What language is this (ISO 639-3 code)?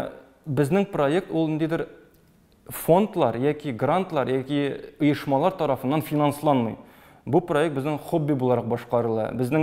tat